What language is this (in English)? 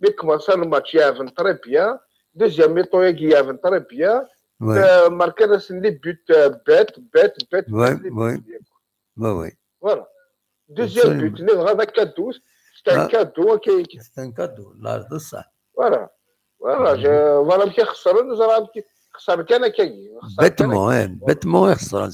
Kabyle